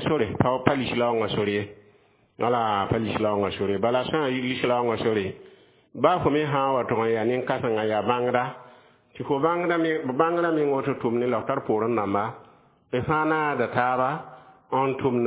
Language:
Mossi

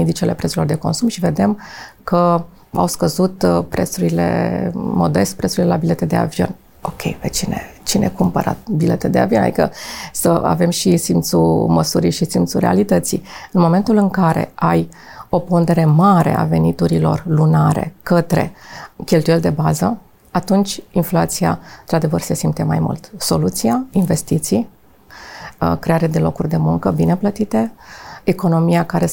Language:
Romanian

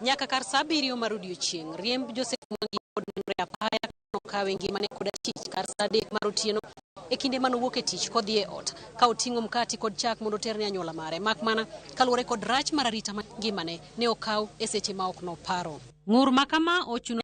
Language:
Luo (Kenya and Tanzania)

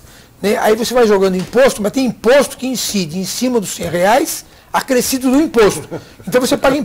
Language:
Portuguese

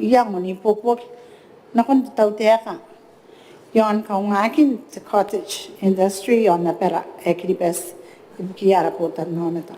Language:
Gilbertese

